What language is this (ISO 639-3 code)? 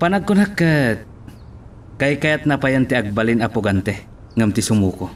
ilo